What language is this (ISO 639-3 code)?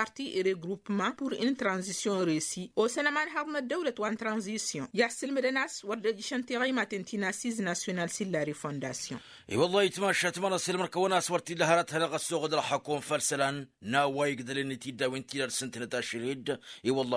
taq